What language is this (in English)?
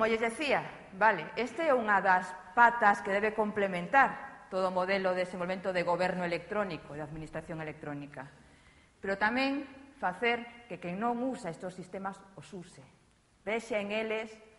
Galician